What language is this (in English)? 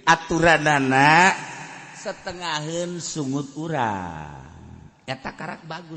Sundanese